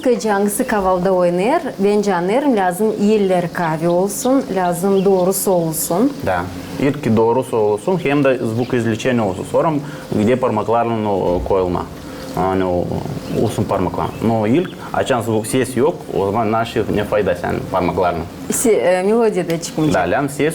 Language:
Gagauz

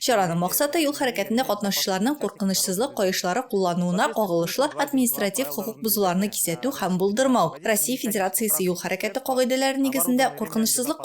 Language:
Tatar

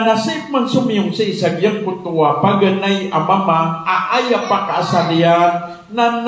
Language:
Maranao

